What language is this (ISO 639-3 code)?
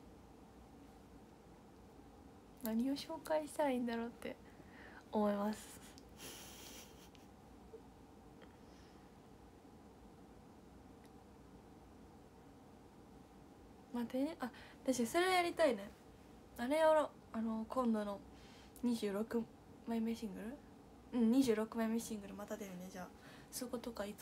jpn